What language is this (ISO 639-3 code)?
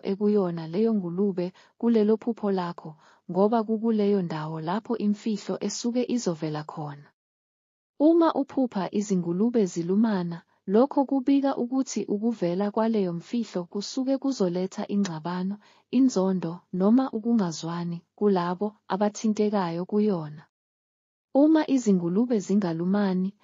zul